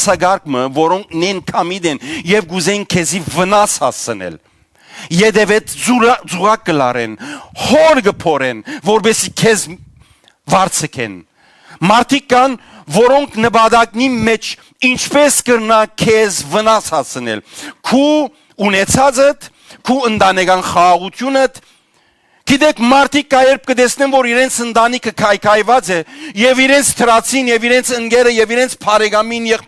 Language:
Western Armenian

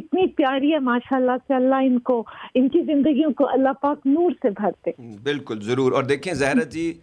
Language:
Urdu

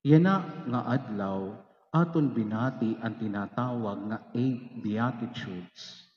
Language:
Waray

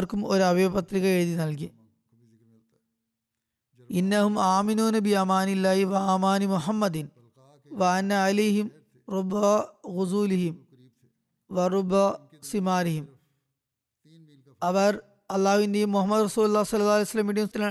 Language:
Malayalam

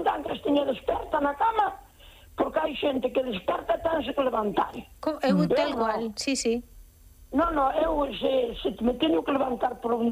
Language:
Galician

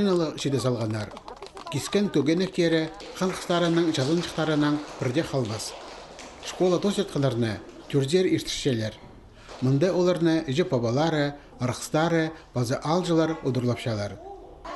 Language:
Khakas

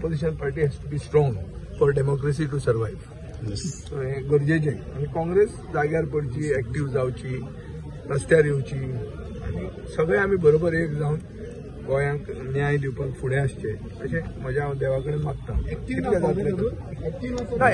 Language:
Konkani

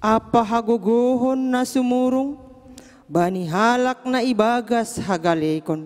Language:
Batak Simalungun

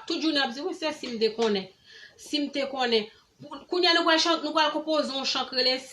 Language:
Haitian Creole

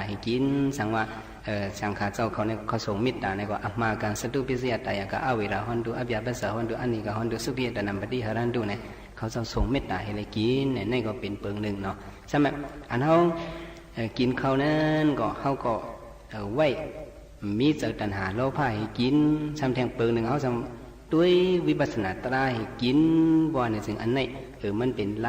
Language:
Shan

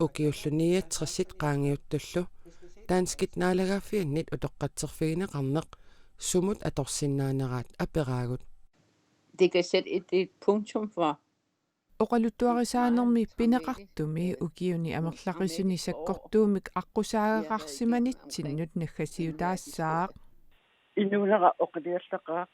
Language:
Kalaallisut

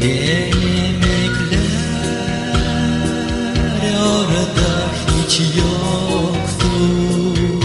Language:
Gagauz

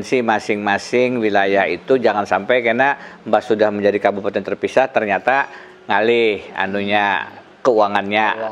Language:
Banjar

